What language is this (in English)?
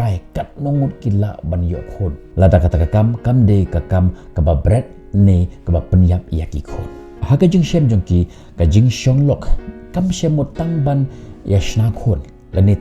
Khasi